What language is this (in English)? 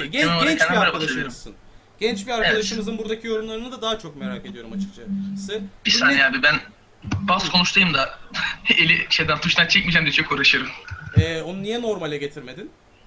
Turkish